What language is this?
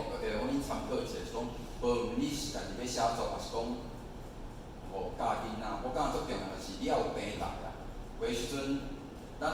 Min Nan Chinese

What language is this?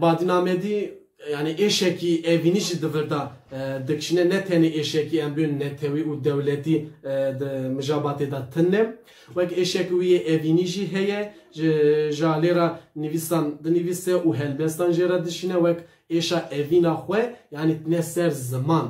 Kurdish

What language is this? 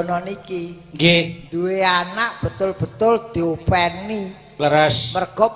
Javanese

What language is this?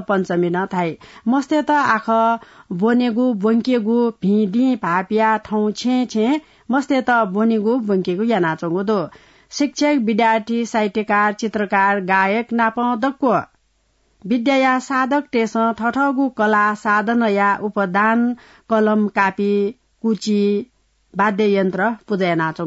Newari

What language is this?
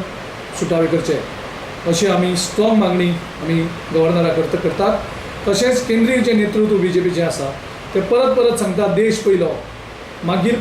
Konkani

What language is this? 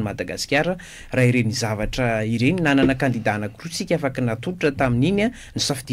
Malagasy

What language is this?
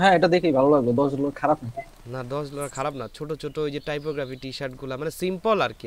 Bangla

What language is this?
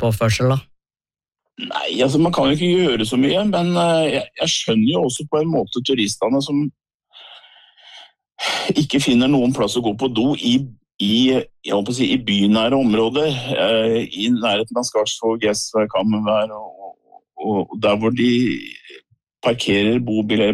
Norwegian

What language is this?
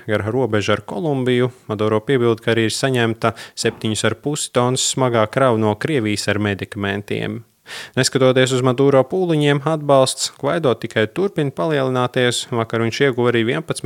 Latvian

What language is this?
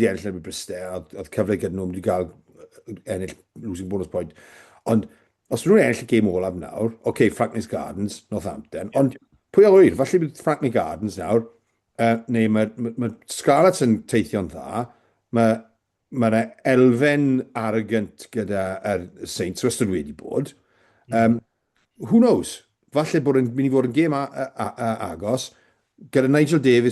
Welsh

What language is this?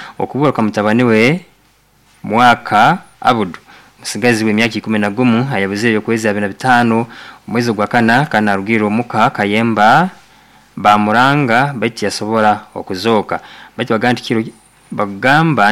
Nyoro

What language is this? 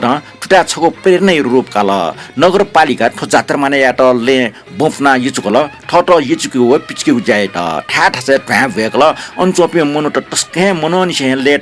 Newari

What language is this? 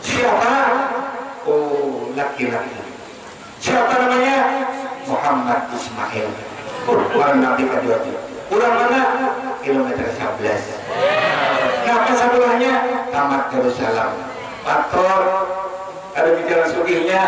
Banjar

